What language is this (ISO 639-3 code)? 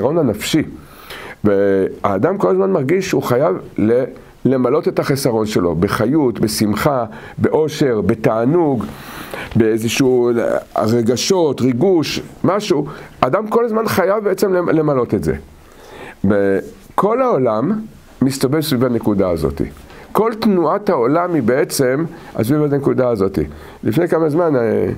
heb